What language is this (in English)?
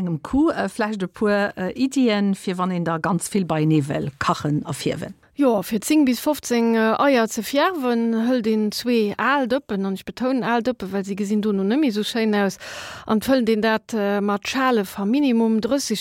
Luxembourgish